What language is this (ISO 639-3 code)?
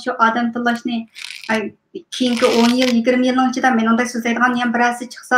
uig